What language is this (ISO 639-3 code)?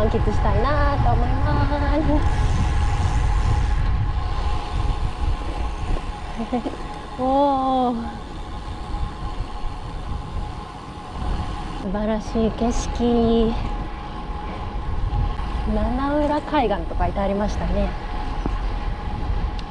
jpn